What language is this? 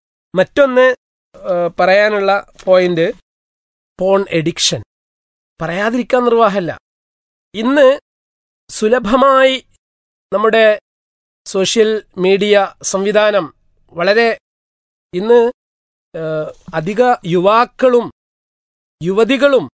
Malayalam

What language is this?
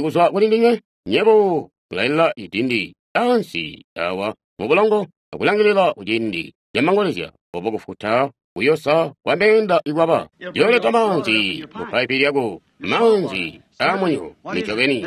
Tonga (Zambia)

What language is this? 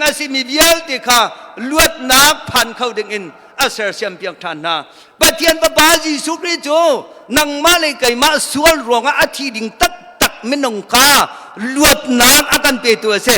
Hakha Chin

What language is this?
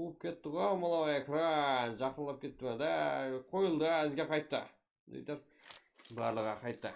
Kara-Kalpak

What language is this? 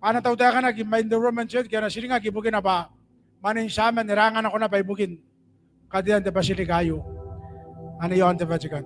Gilbertese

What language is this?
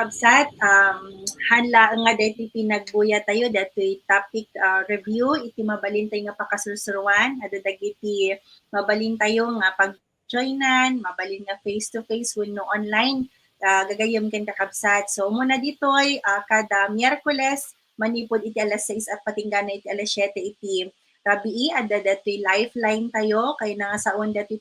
Iloko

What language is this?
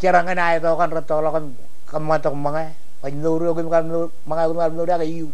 Marshallese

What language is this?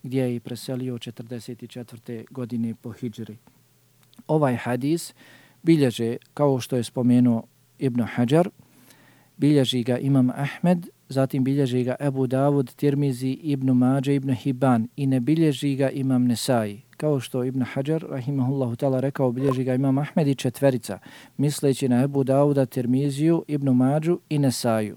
Bosnian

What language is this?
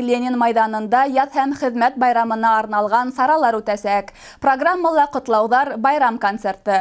Bashkir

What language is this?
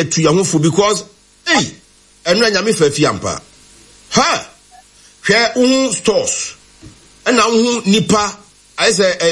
Akan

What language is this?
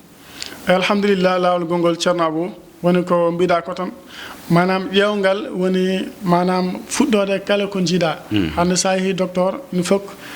Fula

